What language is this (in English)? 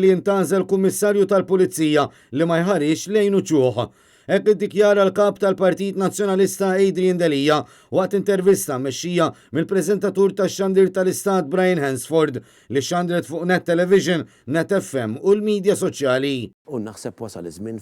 Maltese